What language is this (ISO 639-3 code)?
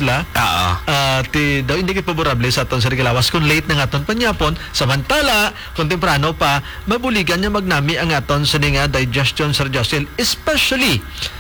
hil